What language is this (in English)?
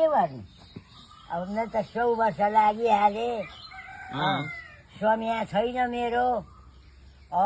Nepali